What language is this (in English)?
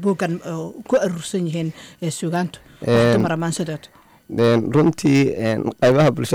Somali